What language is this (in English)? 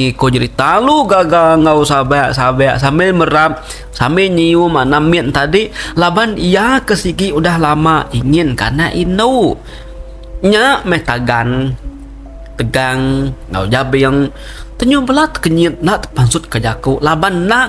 Iban